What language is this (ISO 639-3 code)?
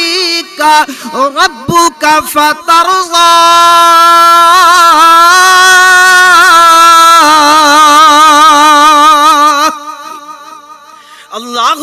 urd